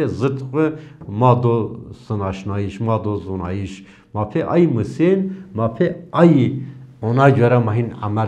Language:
Zaza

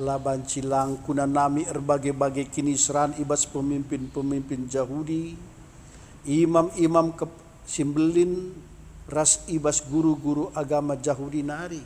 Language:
Batak Karo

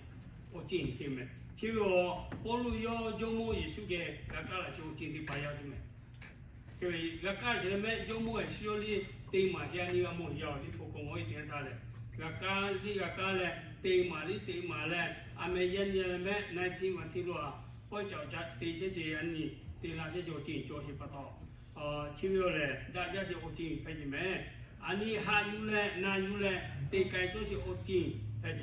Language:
Lahu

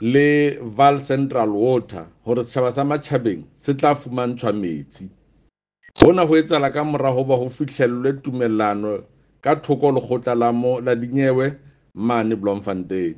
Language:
Southern Sotho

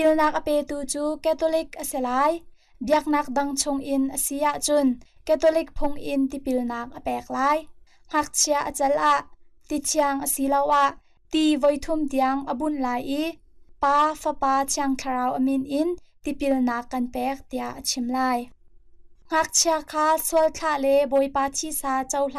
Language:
Hakha Chin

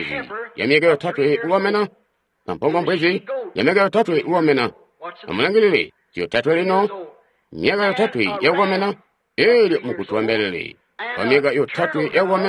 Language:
Tonga (Zambia)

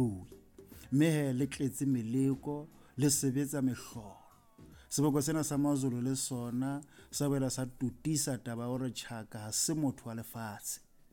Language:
Southern Sotho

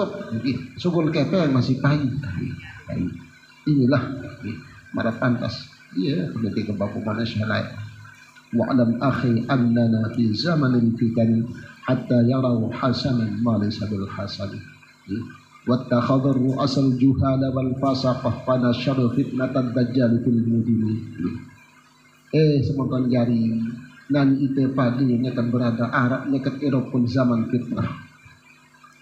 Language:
Sasak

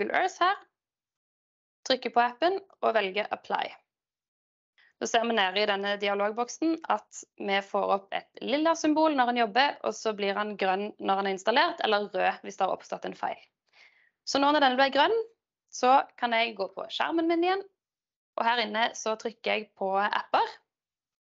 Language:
Norwegian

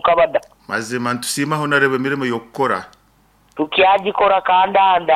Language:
Nyoro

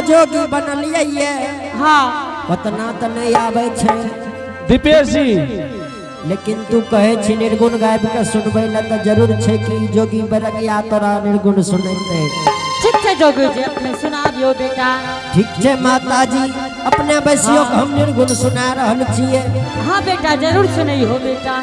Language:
Angika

